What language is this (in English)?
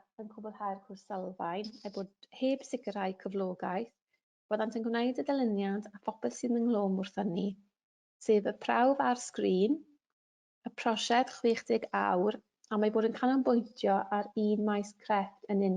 Welsh